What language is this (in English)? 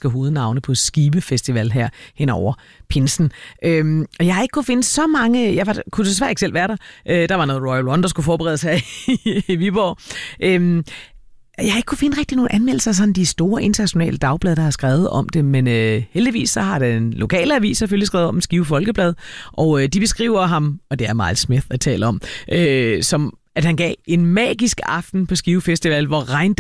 Danish